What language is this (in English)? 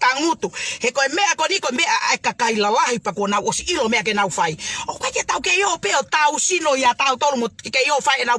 Tongan